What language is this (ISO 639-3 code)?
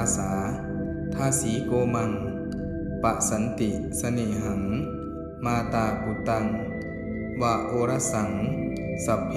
pli